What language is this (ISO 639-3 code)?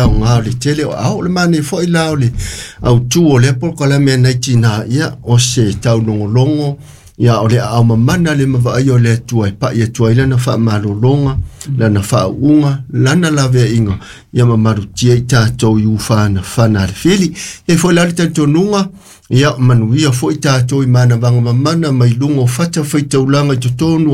smo